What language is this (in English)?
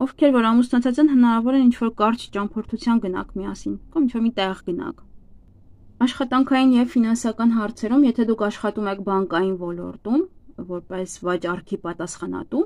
Armenian